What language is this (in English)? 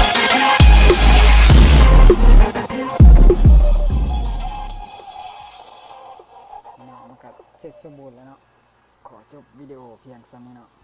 Lao